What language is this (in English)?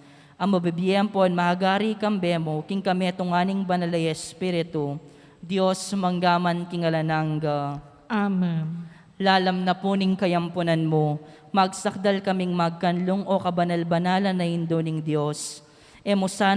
Pampanga